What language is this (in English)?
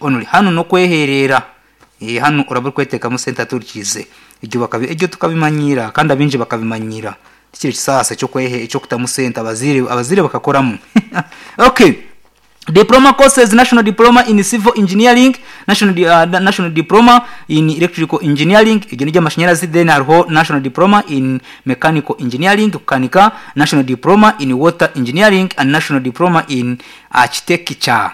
Nyankole